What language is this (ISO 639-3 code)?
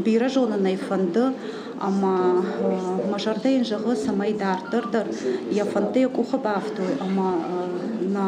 oss